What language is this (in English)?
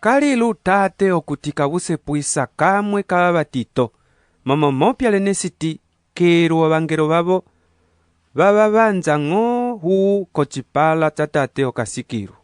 Umbundu